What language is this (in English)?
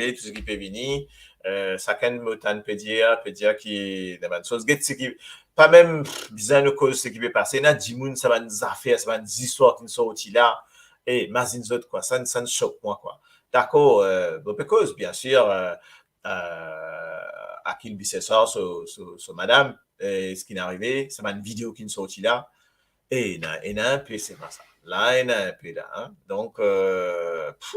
Morisyen